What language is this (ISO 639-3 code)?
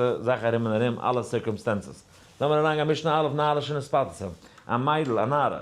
yid